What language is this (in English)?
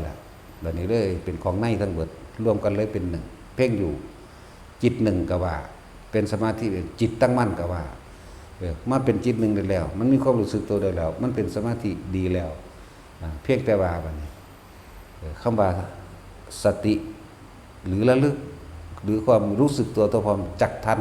Northeastern Thai